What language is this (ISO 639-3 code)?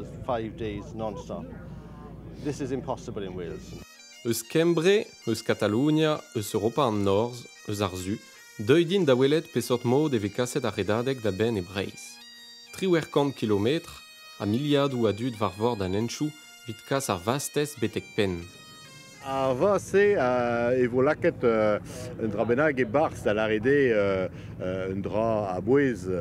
bre